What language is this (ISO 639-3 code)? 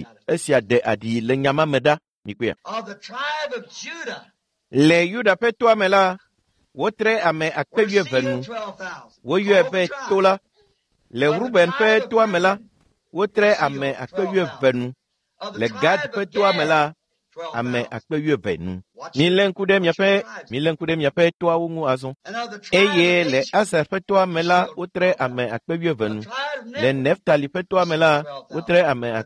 ewe